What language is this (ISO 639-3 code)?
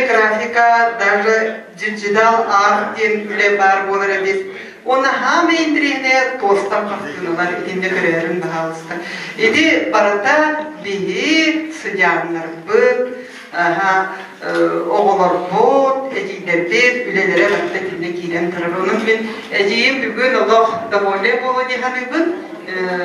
sah